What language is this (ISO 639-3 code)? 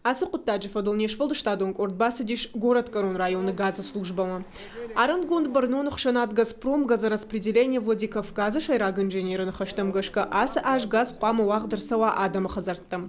oss